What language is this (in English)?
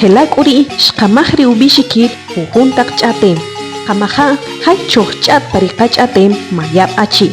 Achi